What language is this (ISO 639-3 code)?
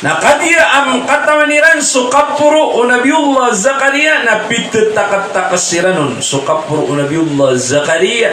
mrw